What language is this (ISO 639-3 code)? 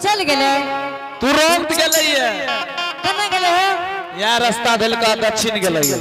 anp